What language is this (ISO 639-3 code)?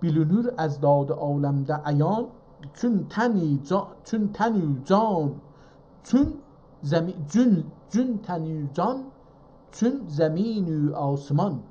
azb